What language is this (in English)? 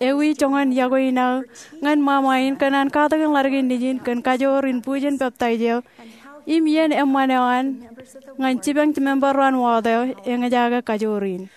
Marshallese